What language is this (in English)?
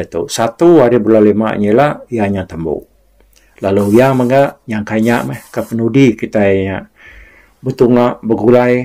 Iban